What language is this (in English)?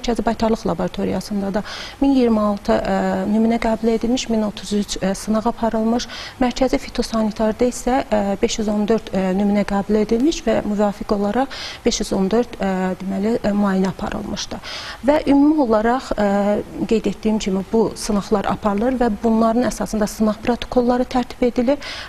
Azerbaijani